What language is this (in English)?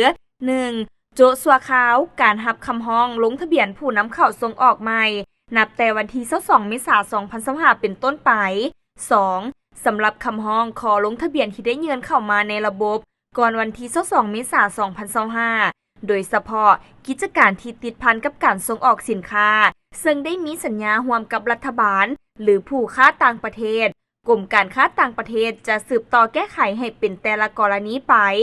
Lao